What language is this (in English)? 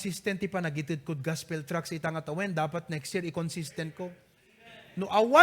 Iloko